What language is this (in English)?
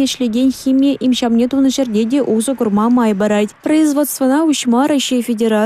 Chuvash